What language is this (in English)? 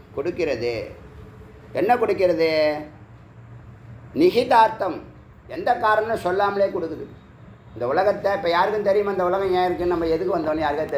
Tamil